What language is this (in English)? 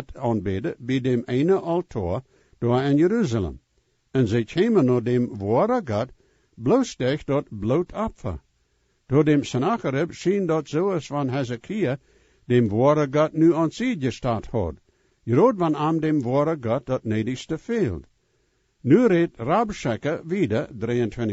Plautdietsch